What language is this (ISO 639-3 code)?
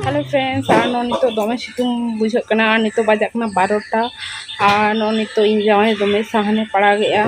sat